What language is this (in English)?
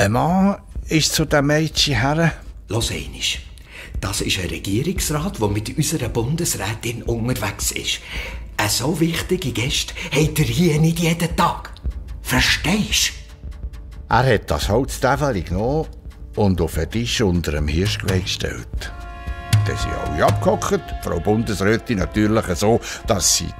Swiss German